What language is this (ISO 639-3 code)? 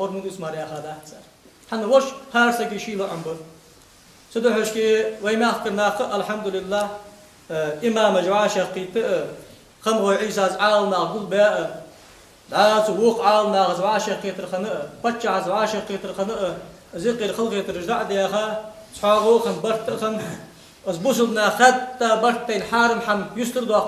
inh